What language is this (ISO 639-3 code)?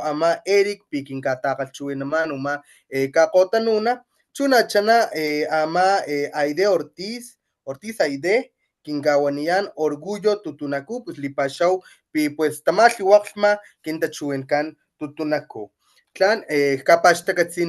top